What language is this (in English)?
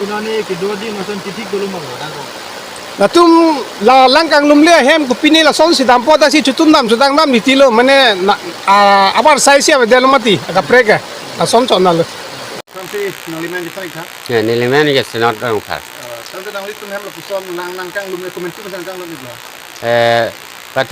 Karbi